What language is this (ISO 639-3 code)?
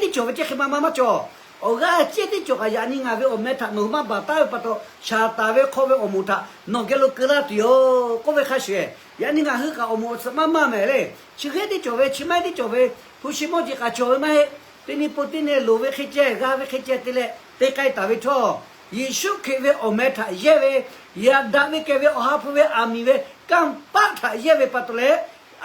lhu